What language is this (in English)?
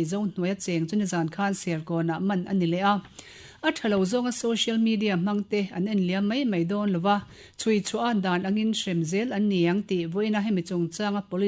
Mizo